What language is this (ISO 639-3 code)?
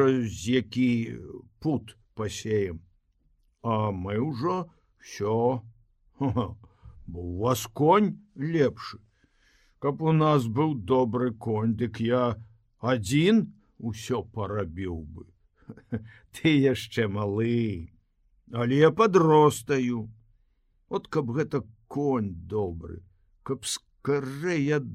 bel